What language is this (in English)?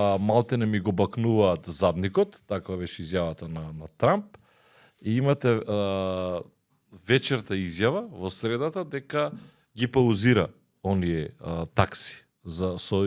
Macedonian